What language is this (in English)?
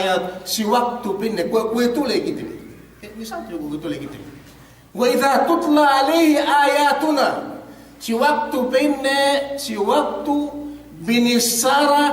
Yakan